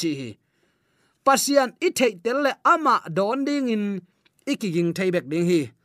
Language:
Tedim Chin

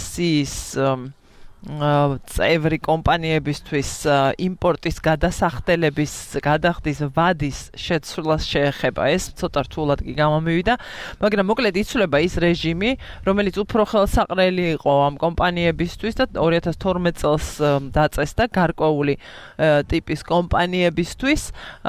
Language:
Georgian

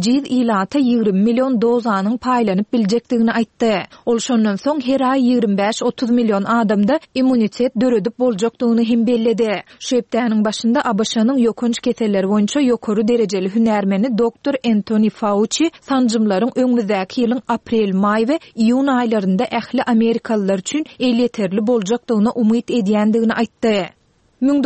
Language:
Turkmen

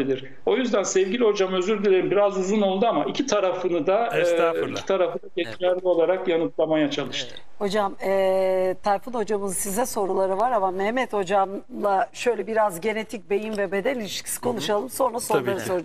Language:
Turkish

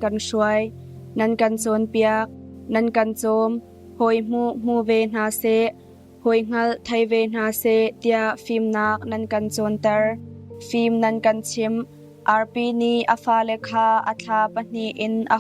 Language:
Hakha Chin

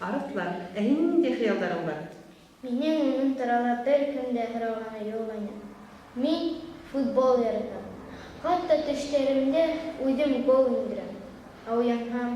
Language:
Bashkir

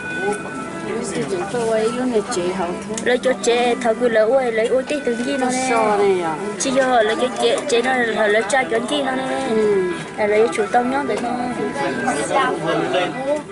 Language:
Vietnamese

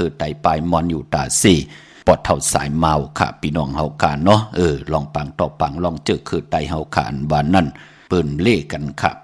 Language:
Shan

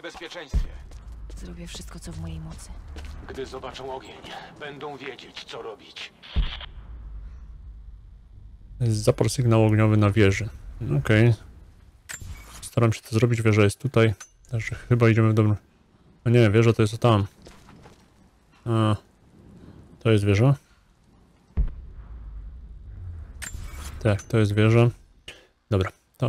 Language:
Polish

